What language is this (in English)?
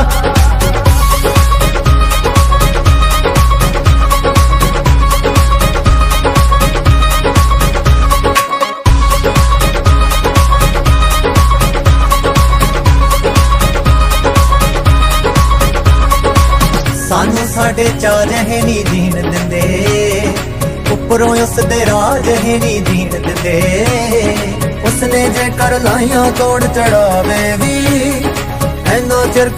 Punjabi